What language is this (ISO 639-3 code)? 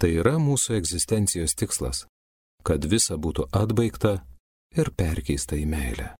lit